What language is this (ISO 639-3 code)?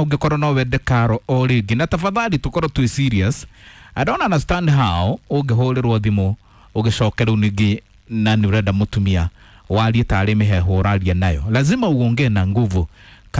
kik